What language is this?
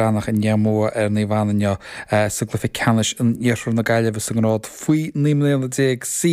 Irish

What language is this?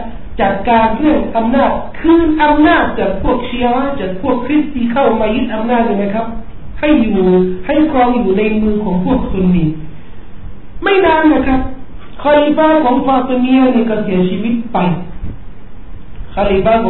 Thai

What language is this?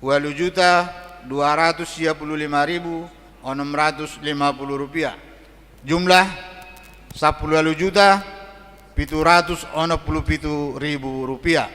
Batak Toba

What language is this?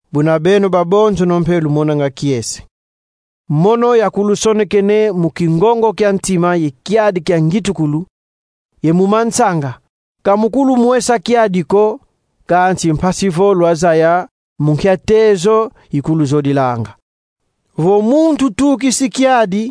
Kongo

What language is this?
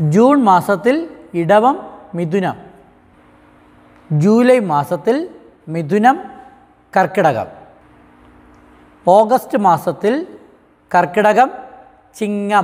Malayalam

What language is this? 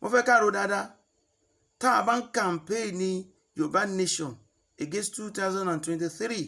Yoruba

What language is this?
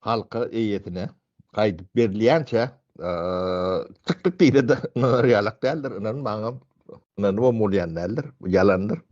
Turkmen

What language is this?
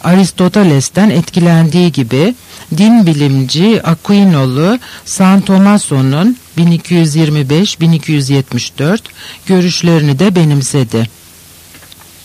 Turkish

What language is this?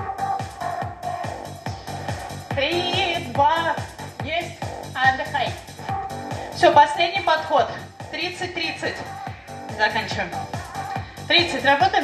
Russian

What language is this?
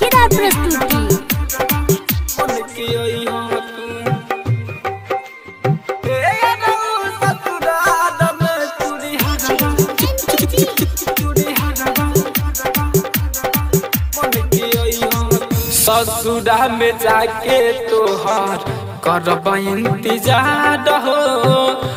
Bhojpuri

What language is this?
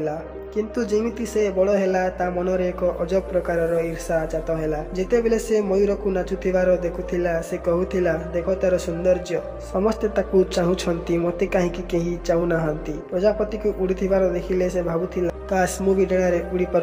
Odia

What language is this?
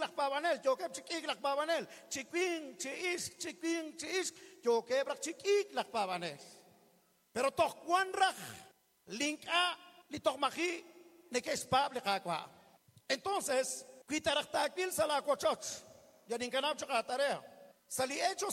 Kekchí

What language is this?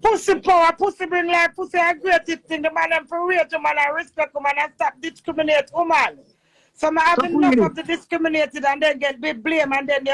Jamaican Creole English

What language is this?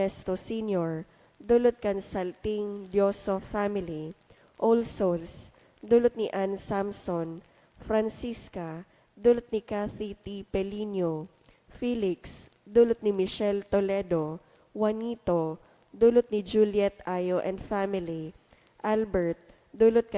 Bikol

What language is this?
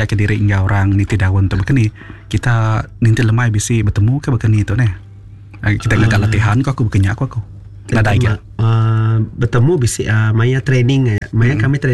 Iban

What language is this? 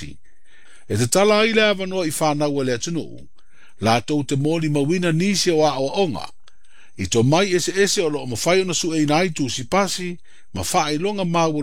Samoan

